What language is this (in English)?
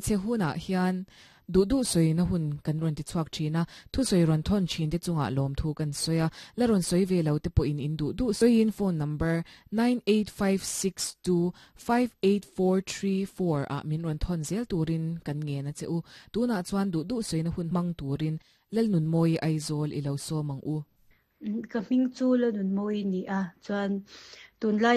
Mizo